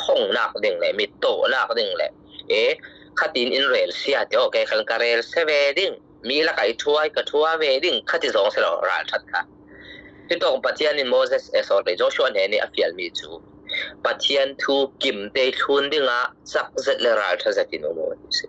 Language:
Falam Chin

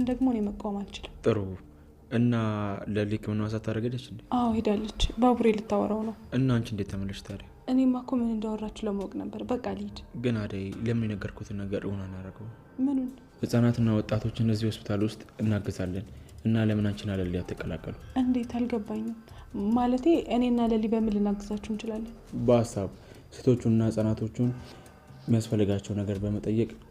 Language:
Amharic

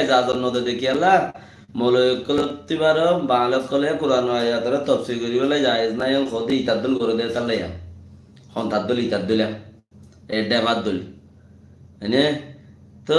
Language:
Rohingya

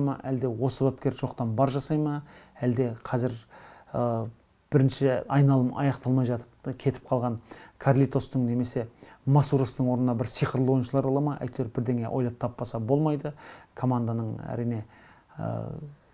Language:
Kazakh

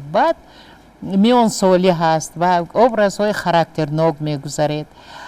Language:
Tajik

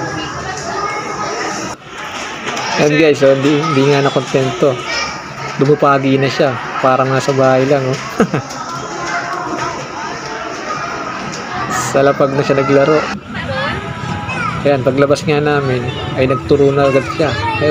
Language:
Filipino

